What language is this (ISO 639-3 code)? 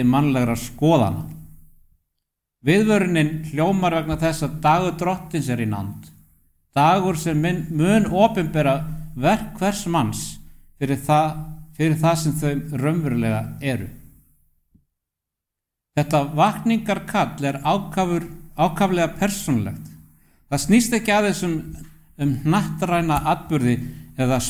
isl